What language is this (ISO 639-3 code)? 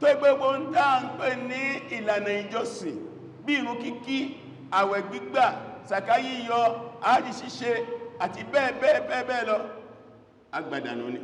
yor